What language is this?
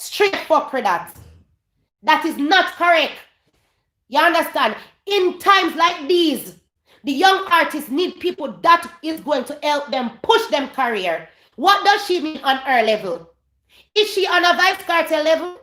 Jamaican Creole English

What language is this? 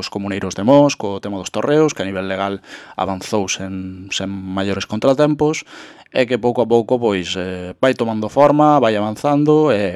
Galician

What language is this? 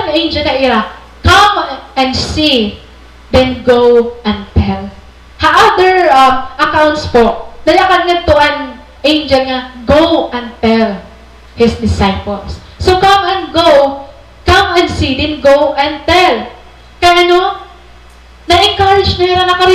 Waray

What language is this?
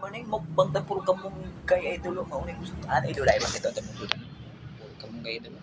Cebuano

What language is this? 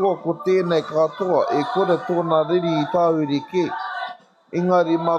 Māori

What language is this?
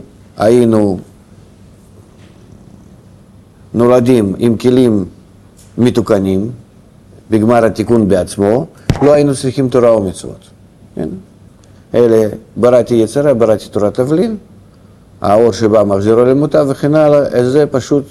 Hebrew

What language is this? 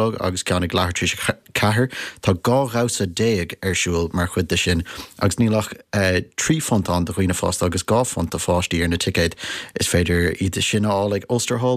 Irish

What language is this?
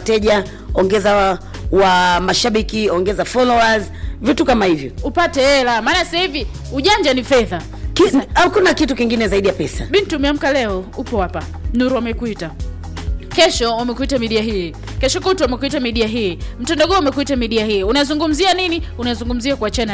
Swahili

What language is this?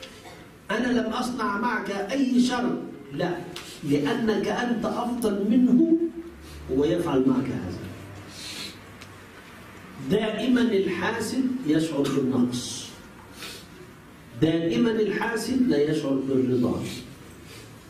Arabic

